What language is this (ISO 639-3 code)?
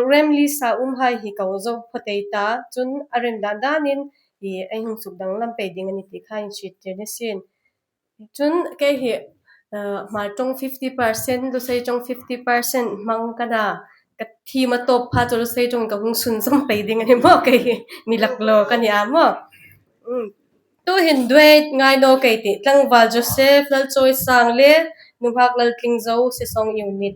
hmr